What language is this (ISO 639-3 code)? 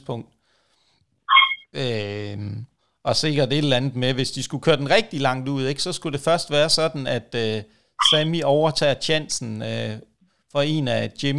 dan